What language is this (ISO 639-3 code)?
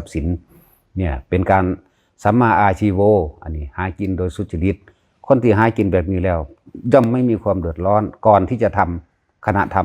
lao